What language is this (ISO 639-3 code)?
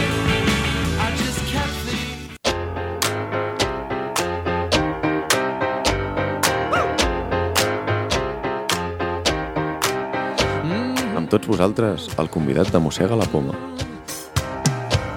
cat